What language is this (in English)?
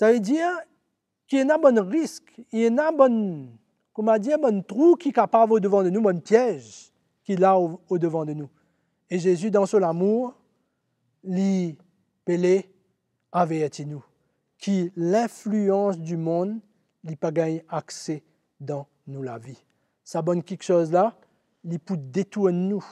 Morisyen